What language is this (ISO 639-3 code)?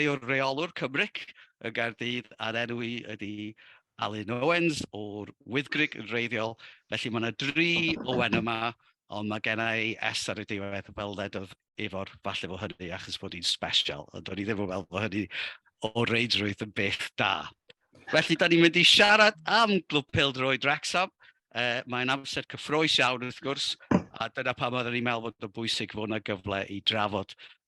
cym